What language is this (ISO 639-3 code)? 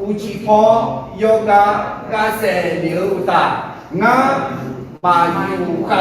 ahk